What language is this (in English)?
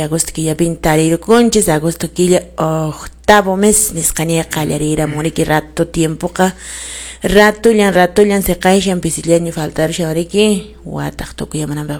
Quechua